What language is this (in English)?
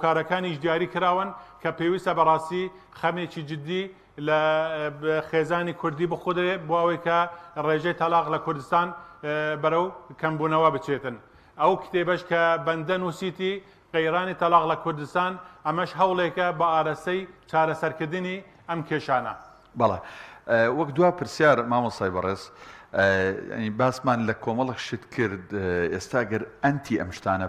Central Kurdish